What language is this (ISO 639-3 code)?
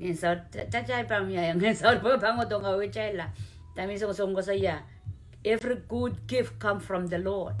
pon